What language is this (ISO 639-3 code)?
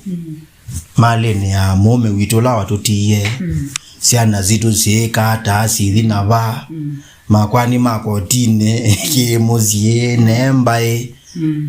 kam